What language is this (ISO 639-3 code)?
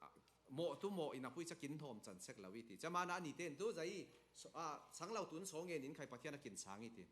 cfm